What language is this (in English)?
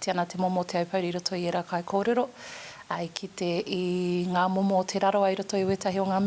Māori